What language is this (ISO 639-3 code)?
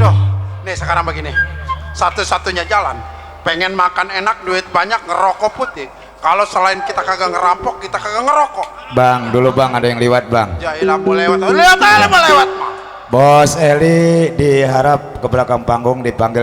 bew